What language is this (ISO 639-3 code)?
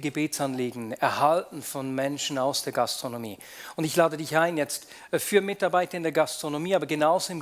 gsw